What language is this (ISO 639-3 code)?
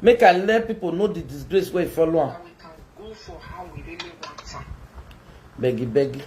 pcm